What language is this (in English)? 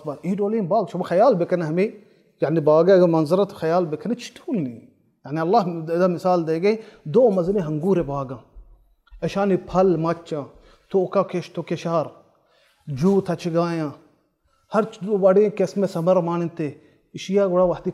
Baluchi